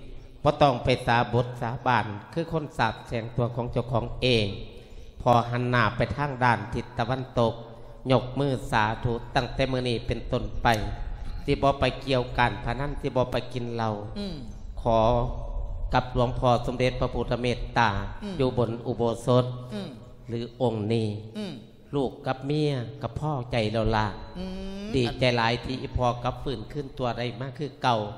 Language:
Lao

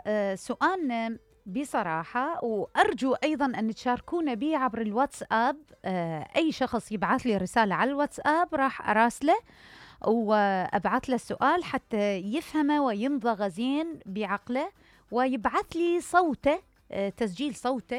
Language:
Mesopotamian Arabic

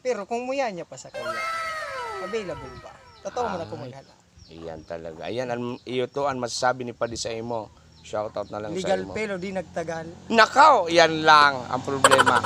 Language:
Bikol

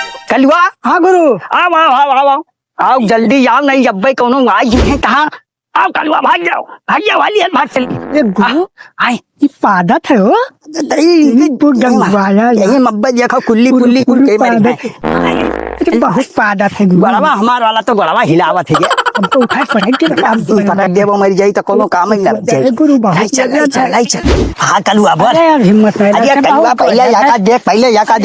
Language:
Awadhi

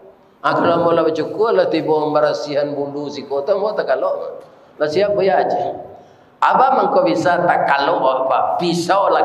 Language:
Minangkabau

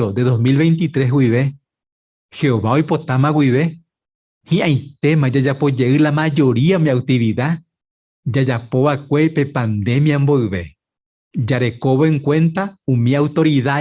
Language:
Guarani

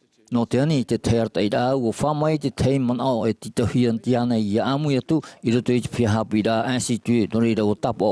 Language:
Tahitian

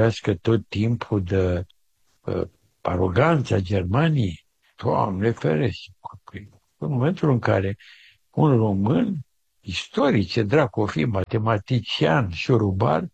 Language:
Romanian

